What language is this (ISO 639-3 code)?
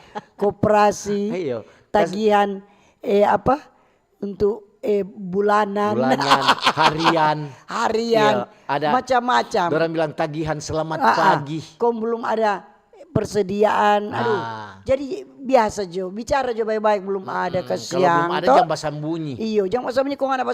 xmm